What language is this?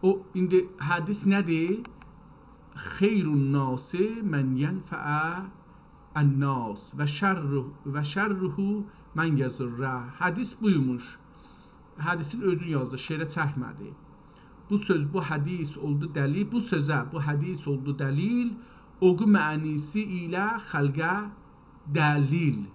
South Azerbaijani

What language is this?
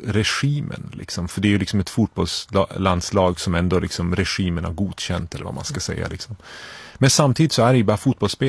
Swedish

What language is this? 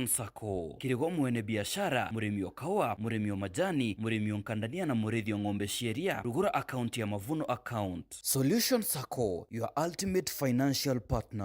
Meru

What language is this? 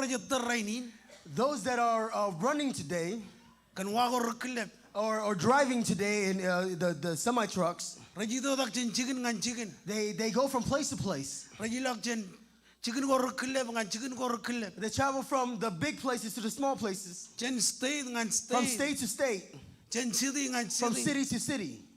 Marshallese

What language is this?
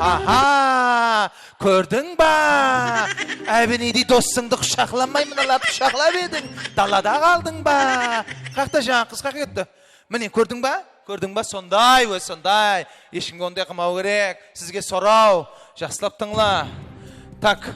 Kara-Kalpak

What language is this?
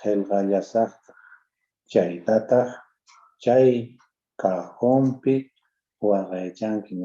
Quechua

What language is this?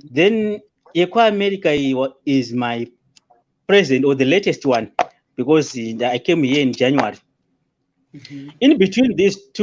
Shona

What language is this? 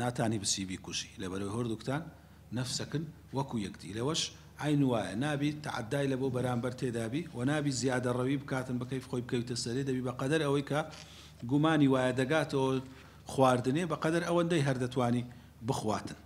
Central Kurdish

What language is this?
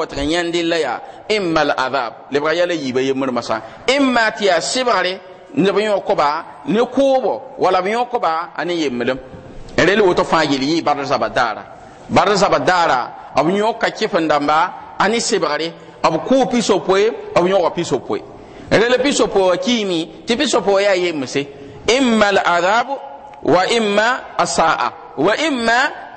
Mossi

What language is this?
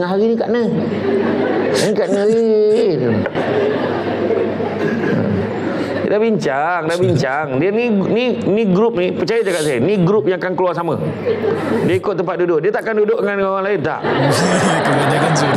Malay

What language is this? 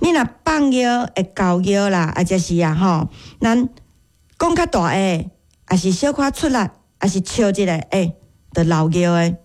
Min Nan Chinese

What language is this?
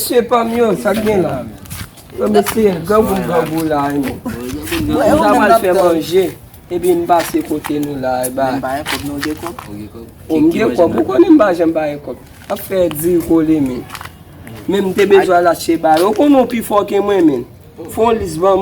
Haitian Creole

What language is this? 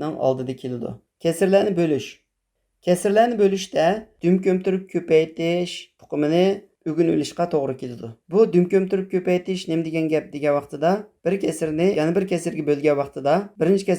Uyghur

